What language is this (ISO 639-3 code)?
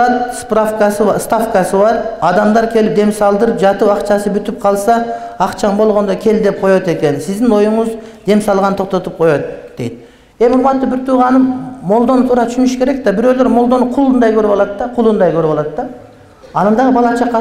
kir